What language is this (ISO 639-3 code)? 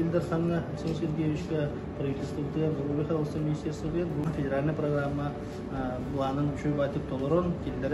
sah